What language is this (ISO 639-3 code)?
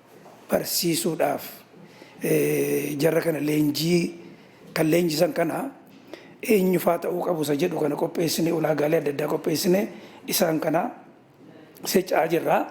orm